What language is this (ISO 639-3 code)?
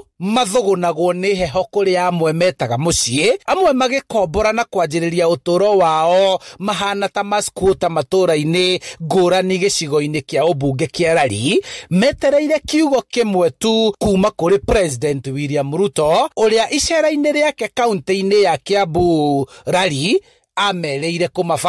kik